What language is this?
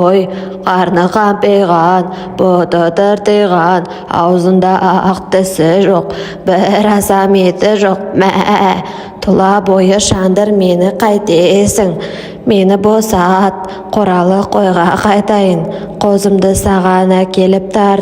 Kazakh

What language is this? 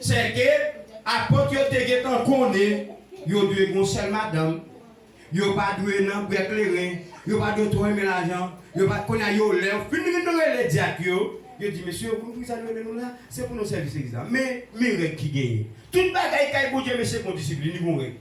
Haitian Creole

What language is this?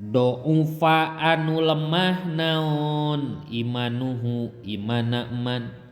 Sundanese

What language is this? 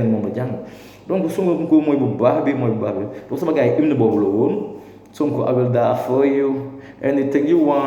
Wolof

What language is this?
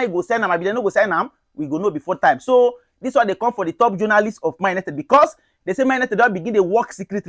Nigerian Pidgin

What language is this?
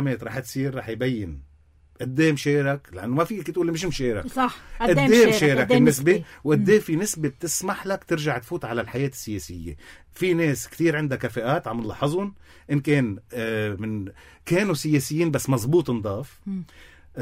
North Levantine Arabic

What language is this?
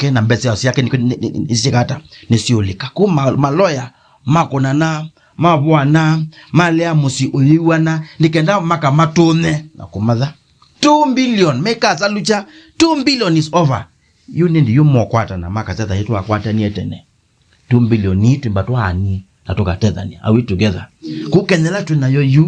Kamba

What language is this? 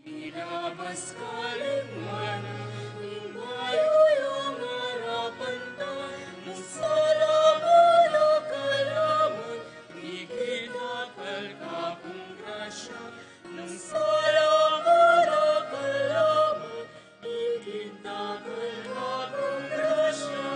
Pampanga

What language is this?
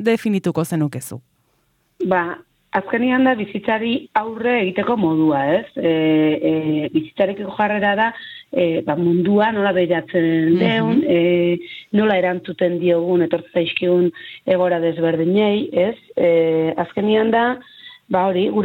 Basque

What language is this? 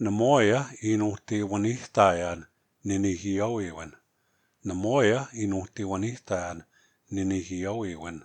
Plains Cree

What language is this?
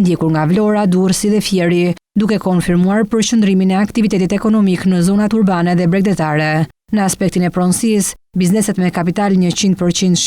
Albanian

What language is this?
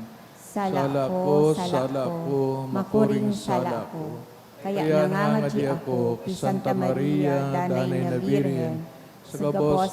Bikol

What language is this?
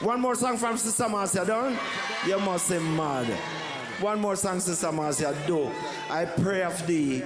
Jamaican Creole English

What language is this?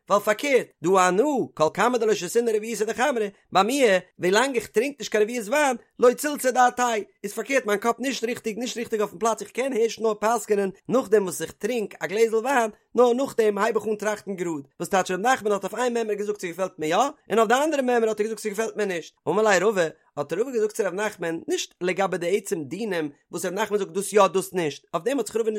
Yiddish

